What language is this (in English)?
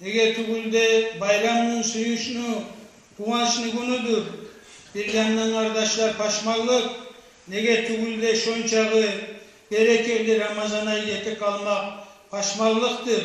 Kumyk